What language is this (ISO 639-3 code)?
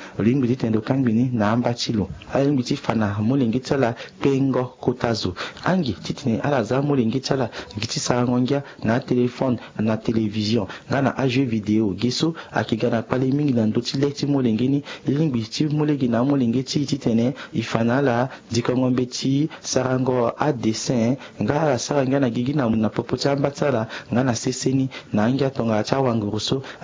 sag